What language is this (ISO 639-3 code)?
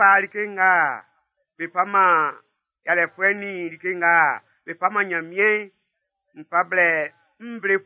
bci